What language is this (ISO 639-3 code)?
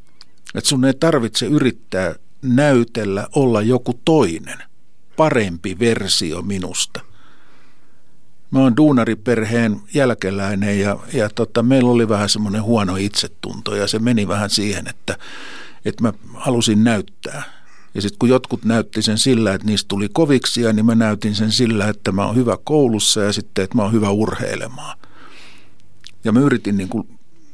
fin